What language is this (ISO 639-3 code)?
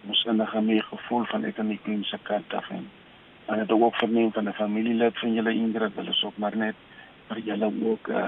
afr